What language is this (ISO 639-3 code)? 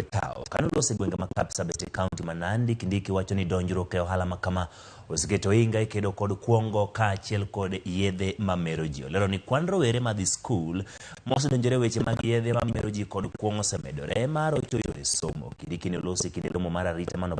luo